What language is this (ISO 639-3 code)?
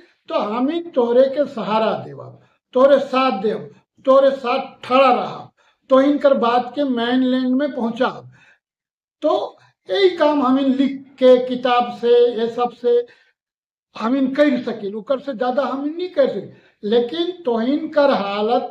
sck